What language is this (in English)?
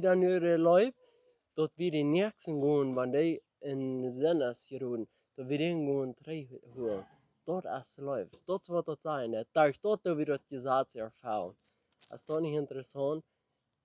Plautdietsch